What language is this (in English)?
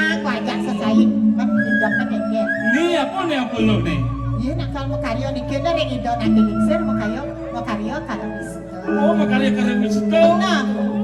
Balinese